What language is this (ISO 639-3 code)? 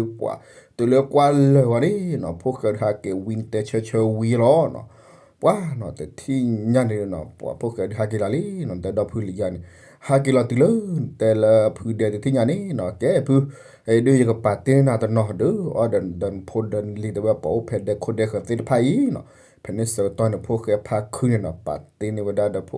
ksw